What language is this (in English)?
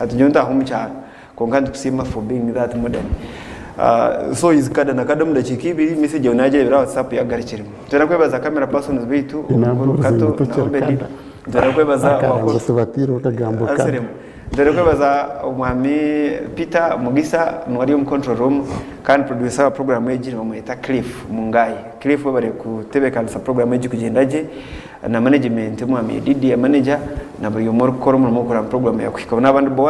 Nyankole